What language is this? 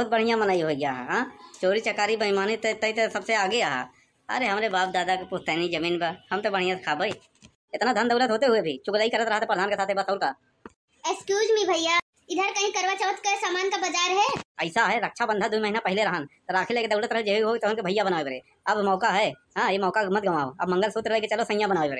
Awadhi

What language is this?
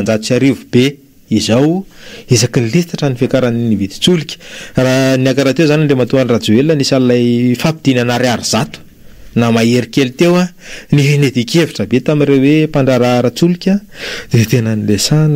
Malagasy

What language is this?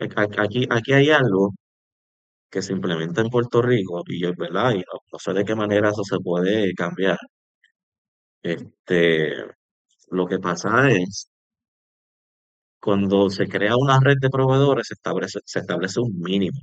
Spanish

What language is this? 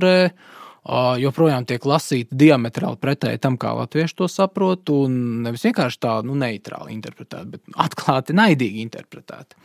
Latvian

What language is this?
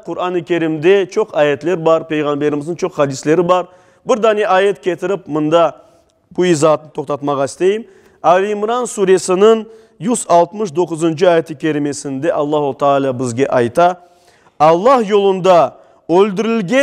Crimean Tatar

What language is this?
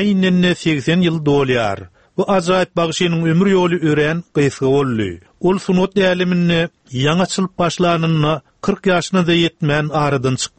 Turkmen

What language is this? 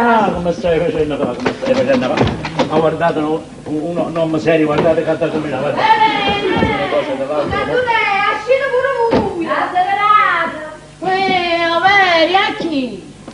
Neapolitan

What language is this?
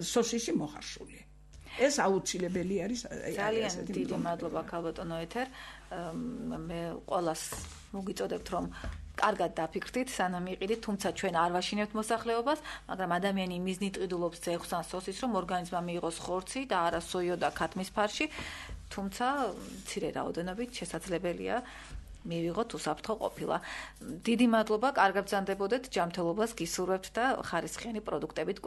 Georgian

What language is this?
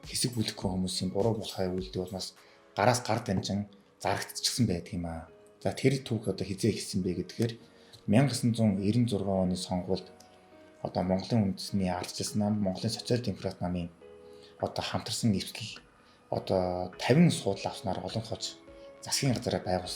Mongolian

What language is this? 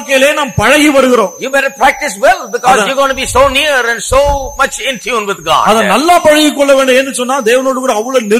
Tamil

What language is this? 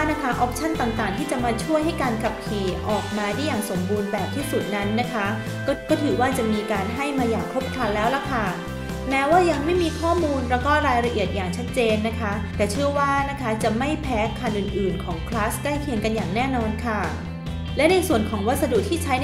Thai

